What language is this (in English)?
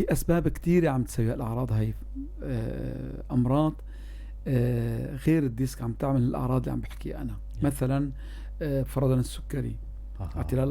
North Levantine Arabic